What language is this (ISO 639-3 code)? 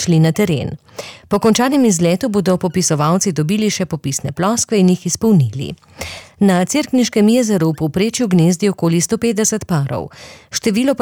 slv